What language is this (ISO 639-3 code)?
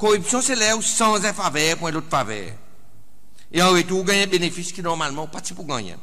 crs